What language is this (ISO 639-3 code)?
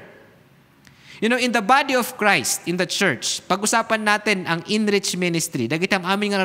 ilo